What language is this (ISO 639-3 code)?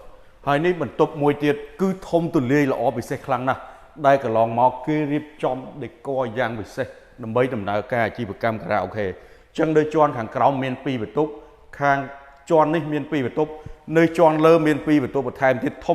khm